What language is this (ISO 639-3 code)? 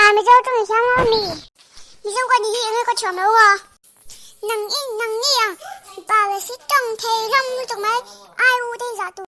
lus